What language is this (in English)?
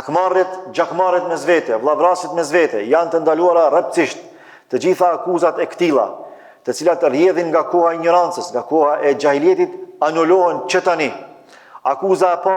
Albanian